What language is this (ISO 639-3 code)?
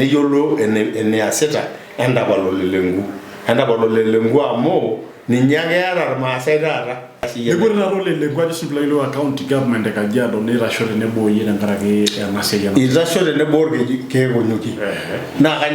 mas